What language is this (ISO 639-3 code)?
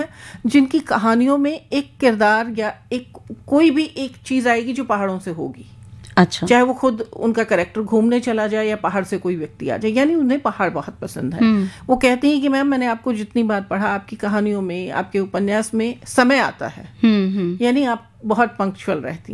hin